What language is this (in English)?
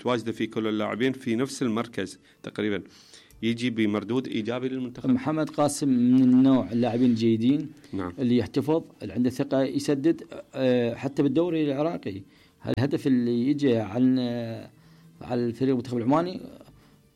Mesopotamian Arabic